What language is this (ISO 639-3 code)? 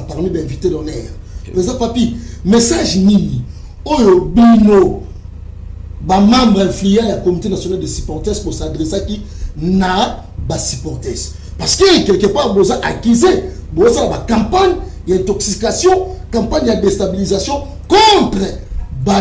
lin